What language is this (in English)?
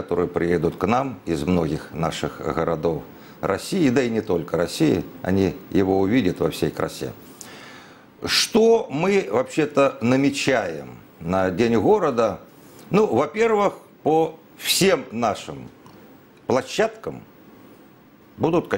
Russian